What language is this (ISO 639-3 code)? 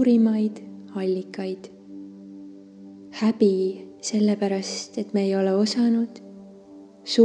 est